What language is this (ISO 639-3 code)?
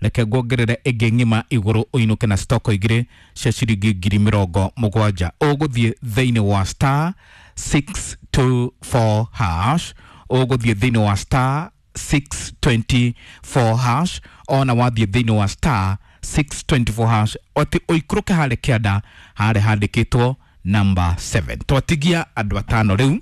kik